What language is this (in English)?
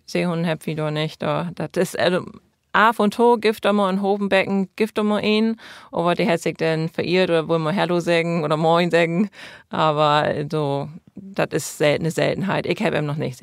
Low German